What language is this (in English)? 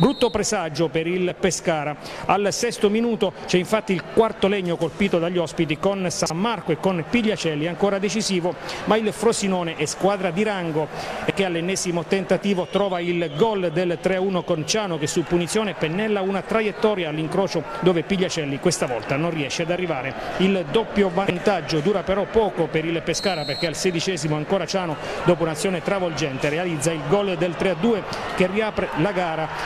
Italian